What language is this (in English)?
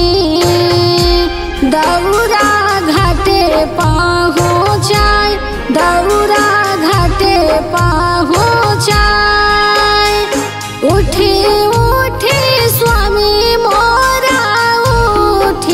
Bhojpuri